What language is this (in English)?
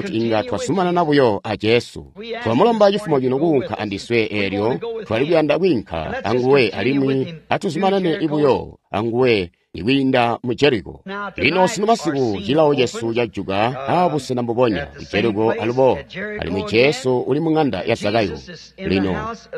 Tonga (Zambia)